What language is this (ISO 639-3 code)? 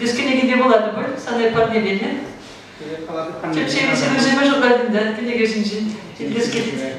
chv